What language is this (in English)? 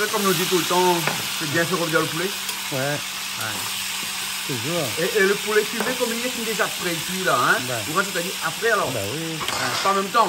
Réunion Creole French